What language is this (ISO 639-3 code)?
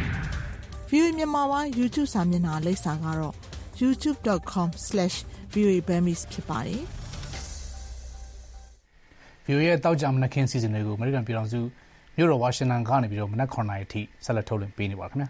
mya